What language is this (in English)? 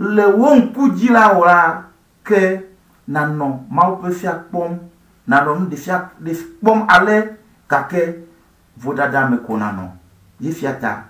Ewe